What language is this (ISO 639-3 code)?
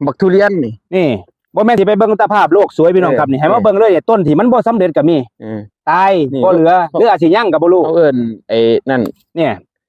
tts